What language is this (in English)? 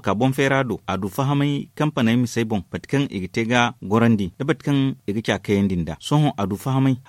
Zarma